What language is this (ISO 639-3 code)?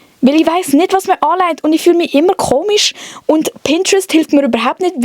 gsw